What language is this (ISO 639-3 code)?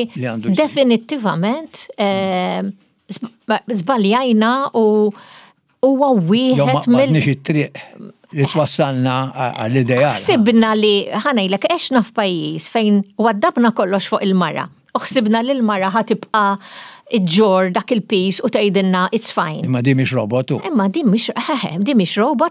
mlt